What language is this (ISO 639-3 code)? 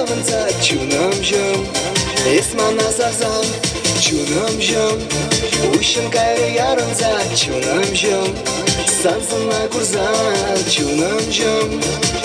chv